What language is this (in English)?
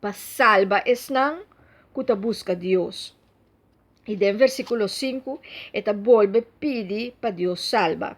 Papiamento